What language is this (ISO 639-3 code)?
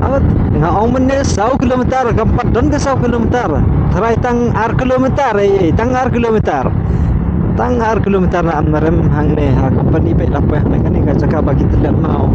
kha